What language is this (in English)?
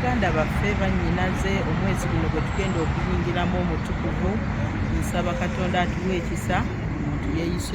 Soga